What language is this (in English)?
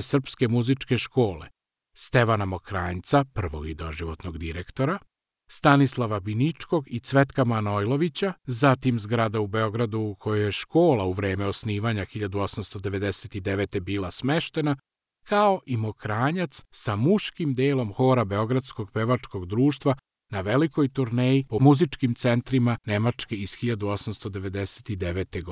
Serbian